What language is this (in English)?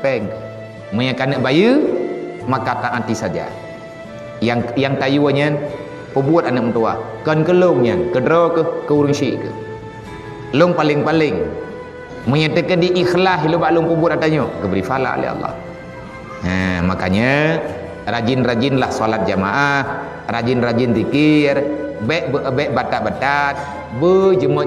Achinese